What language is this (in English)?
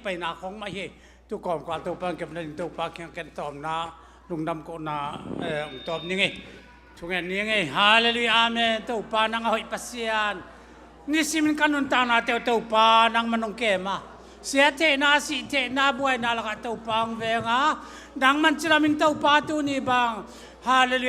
Tedim Chin